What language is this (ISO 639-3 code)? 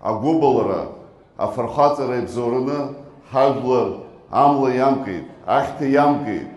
abk